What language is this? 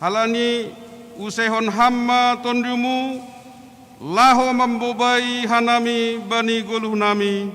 Batak Simalungun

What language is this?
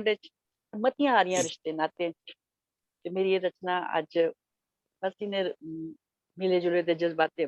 Dogri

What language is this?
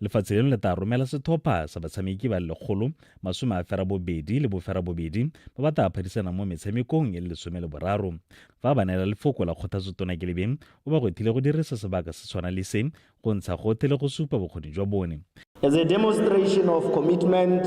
Tswana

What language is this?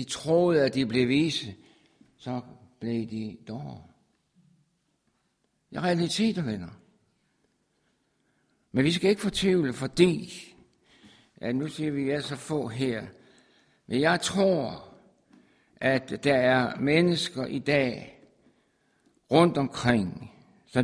Danish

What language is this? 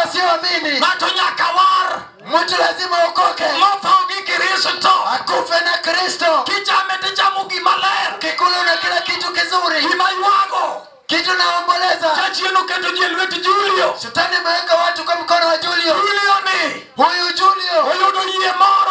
Luo (Kenya and Tanzania)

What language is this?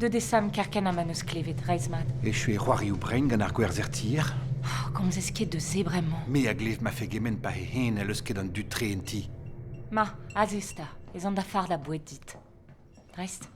Breton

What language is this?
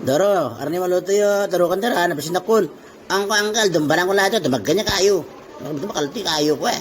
Itawit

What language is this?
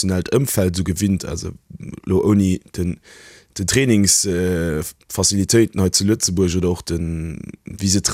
Luxembourgish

